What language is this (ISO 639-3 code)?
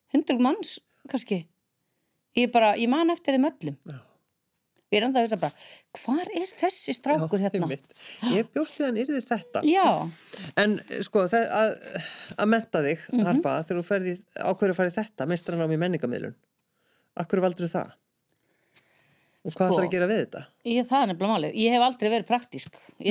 isl